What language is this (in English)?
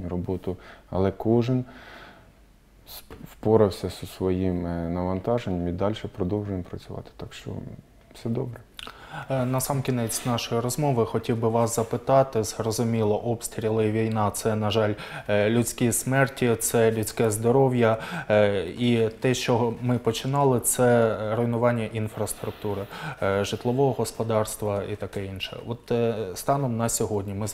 Ukrainian